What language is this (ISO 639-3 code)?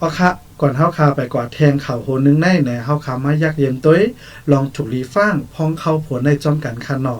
shn